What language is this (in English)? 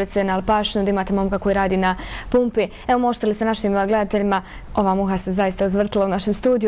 Bosnian